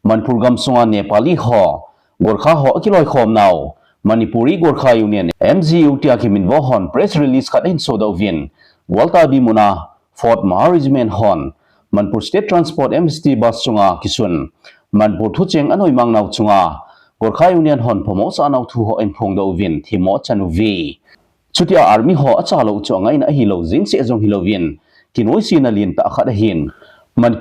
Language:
Thado Chin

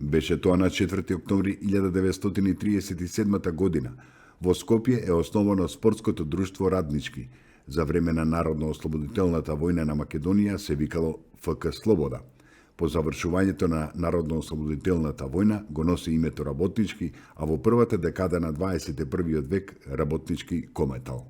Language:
Macedonian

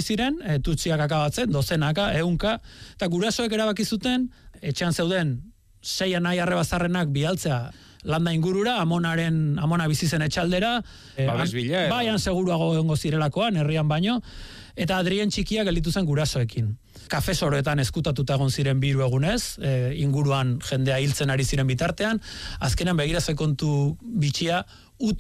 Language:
Basque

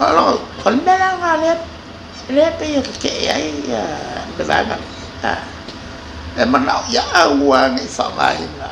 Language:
Samoan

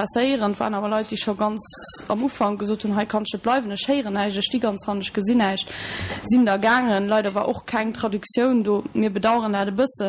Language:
Luxembourgish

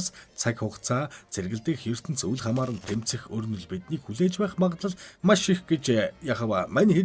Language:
Mongolian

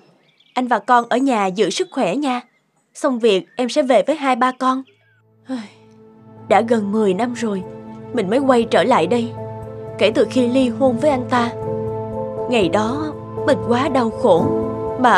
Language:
Vietnamese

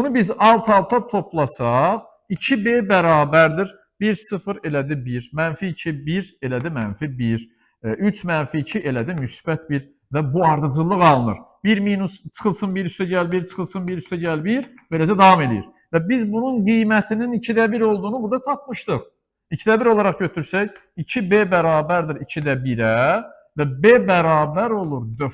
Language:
Azerbaijani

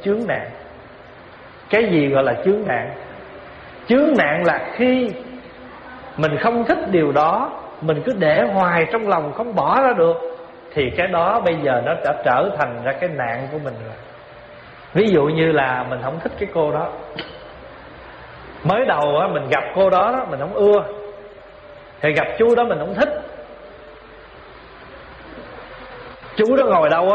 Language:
Vietnamese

